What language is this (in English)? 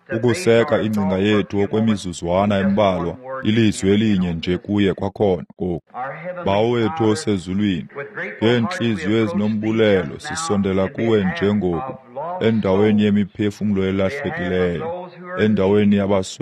Xhosa